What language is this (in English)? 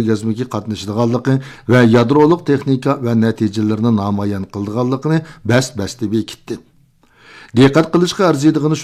Uyghur